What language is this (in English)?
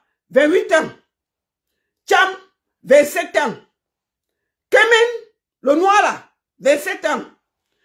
French